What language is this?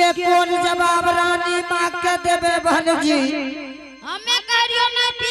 Angika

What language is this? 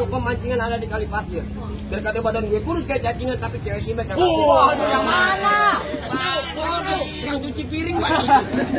Betawi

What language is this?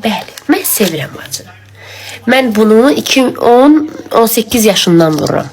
Azerbaijani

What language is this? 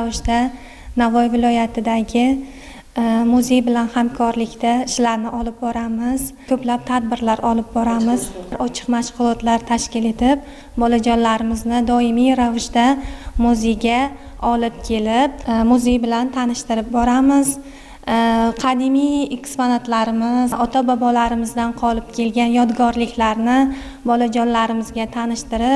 Uzbek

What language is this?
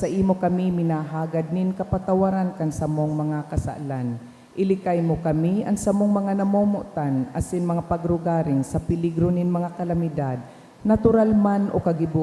Bikol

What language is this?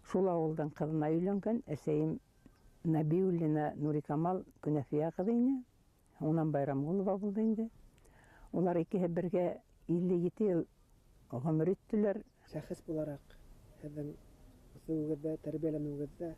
Bashkir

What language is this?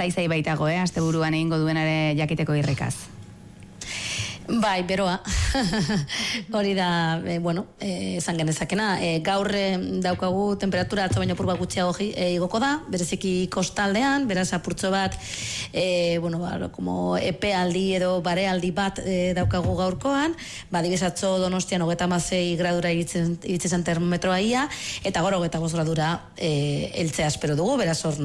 Basque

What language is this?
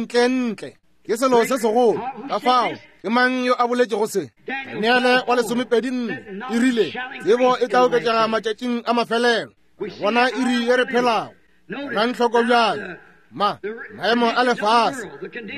Northern Sotho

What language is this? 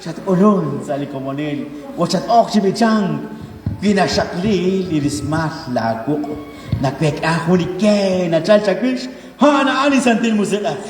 Kekchí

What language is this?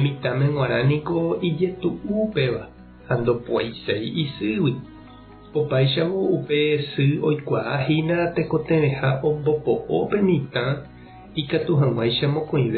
Guarani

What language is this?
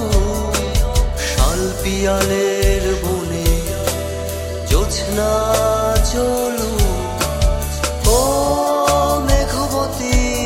Bangla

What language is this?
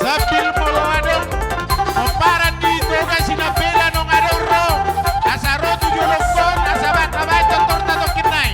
Batak Toba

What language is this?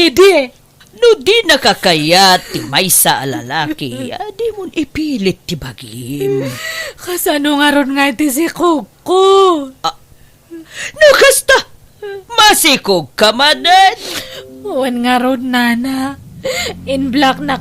Iloko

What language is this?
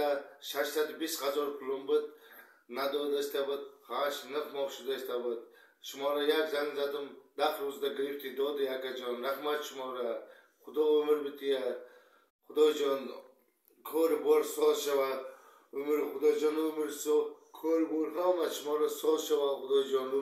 Tajik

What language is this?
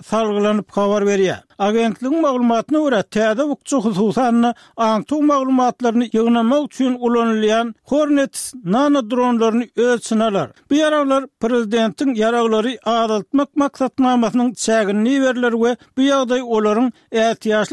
Turkmen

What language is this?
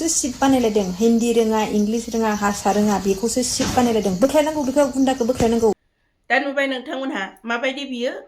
Bodo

